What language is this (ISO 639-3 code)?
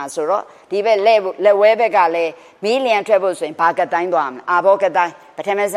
mya